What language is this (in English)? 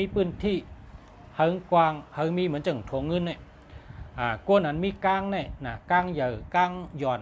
Shan